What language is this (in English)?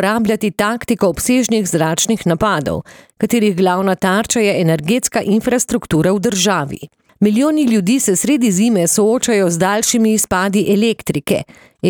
Slovenian